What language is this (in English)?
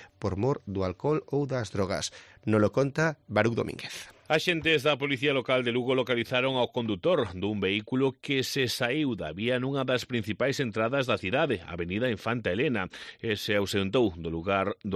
Galician